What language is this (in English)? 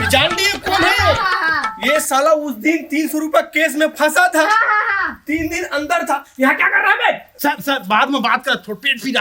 Chhattisgarhi